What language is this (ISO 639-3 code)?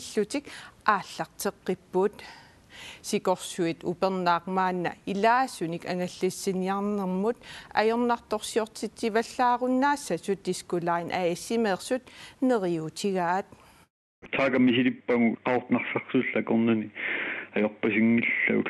kal